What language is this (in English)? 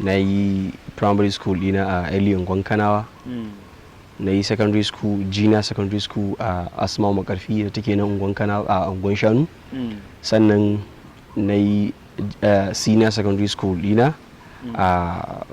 Hausa